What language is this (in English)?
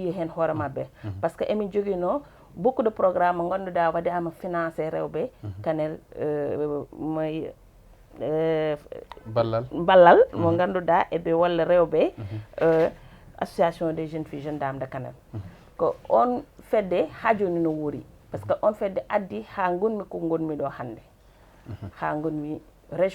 Fula